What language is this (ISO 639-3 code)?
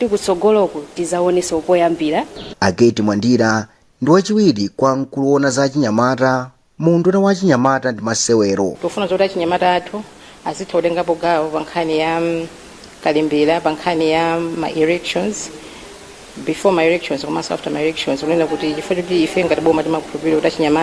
nya